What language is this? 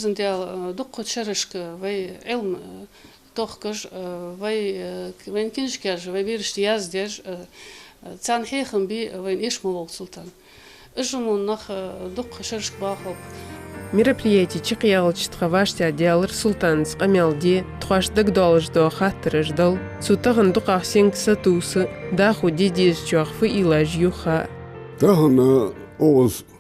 Ingush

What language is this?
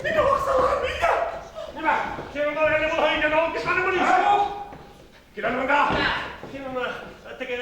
Bashkir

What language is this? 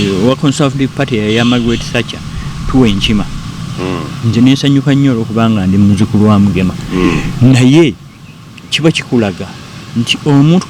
Ganda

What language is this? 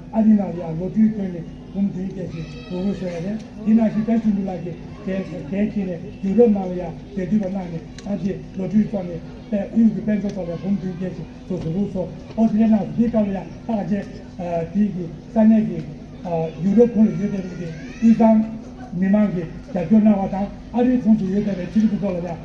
Tibetan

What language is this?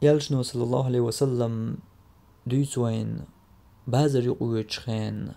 Chechen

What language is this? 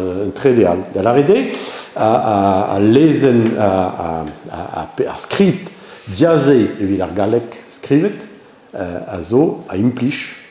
Breton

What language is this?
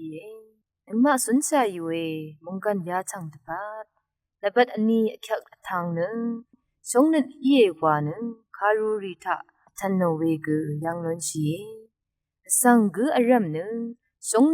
Rawang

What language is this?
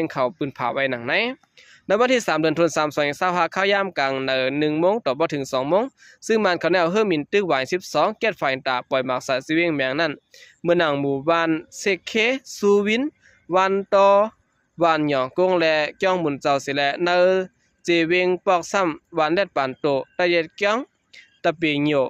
Shan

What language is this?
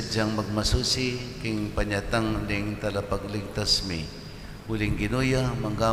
Pampanga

